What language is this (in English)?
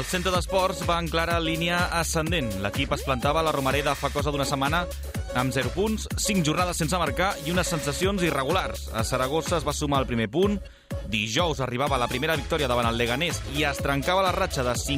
Catalan